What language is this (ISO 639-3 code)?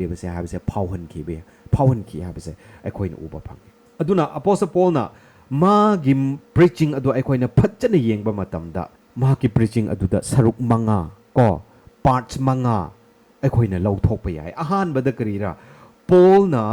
mni